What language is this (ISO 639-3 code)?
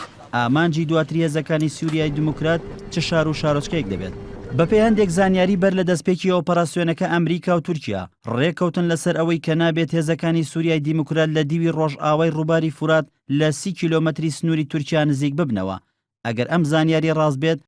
ckb